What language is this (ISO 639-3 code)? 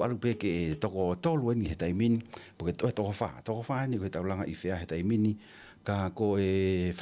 ton